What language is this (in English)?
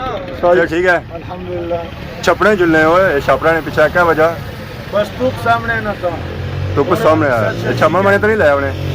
Pahari-Potwari